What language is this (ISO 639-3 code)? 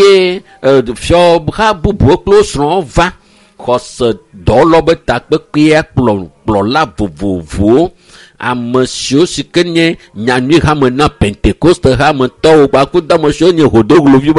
ewe